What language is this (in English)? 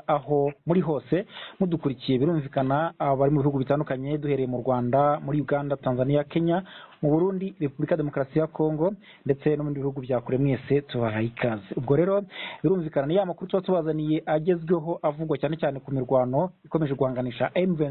Kinyarwanda